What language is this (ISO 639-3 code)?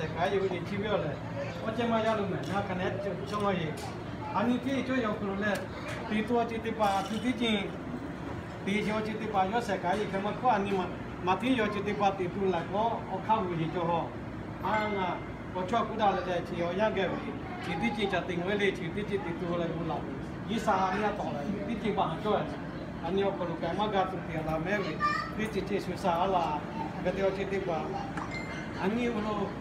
lhu